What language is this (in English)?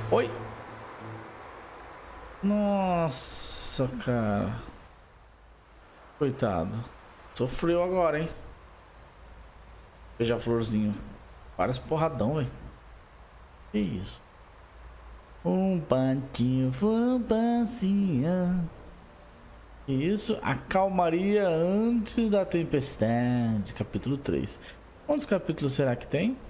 Portuguese